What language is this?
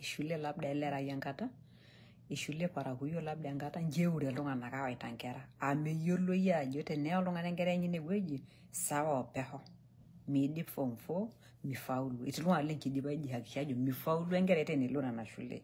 Masai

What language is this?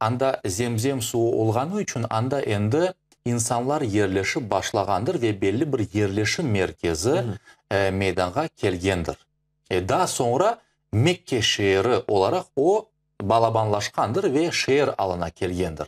Crimean Tatar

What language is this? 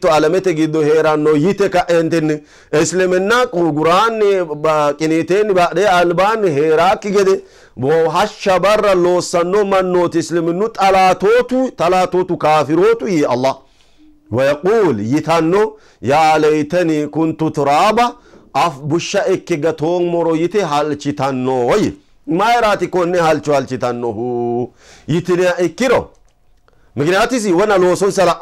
Sidamo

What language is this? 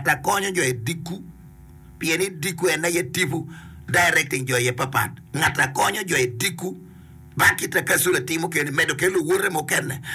Acoli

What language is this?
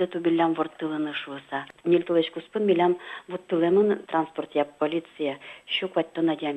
Udmurt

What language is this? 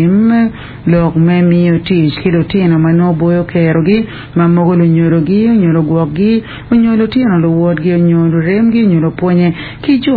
Acoli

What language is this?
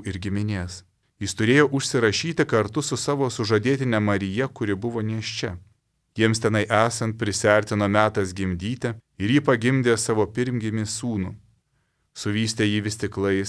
Lithuanian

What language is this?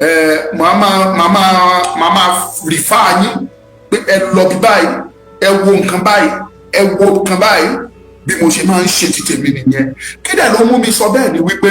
Yoruba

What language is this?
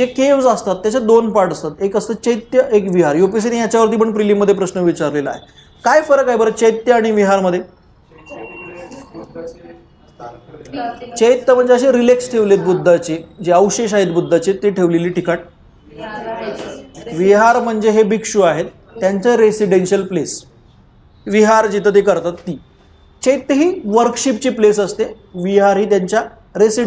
Marathi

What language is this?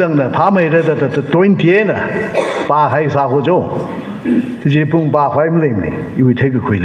Tangkhul Naga (India)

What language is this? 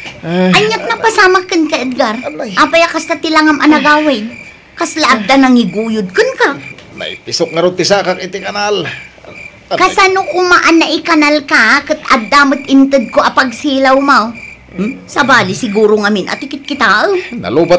Iloko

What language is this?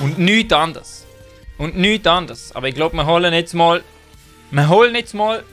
Swiss German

